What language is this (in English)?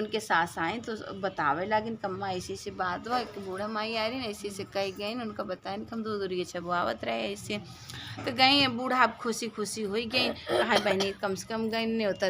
Awadhi